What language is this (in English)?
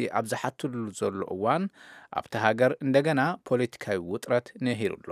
Tigrinya